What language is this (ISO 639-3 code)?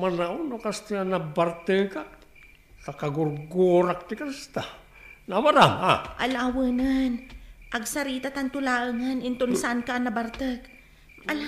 ilo